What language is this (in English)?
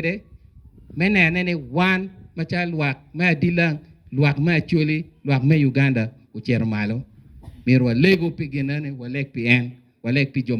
Acoli